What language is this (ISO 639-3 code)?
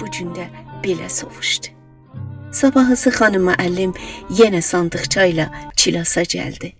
azb